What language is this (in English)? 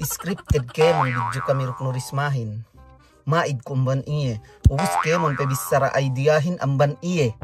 Yakan